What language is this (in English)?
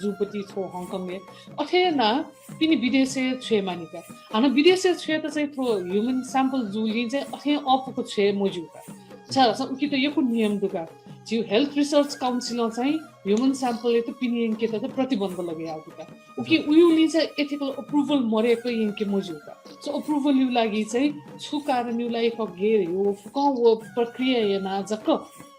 Newari